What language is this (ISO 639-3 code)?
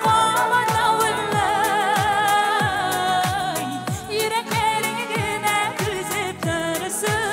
tat